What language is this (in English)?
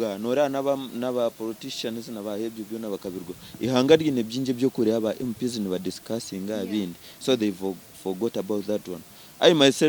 Nyankole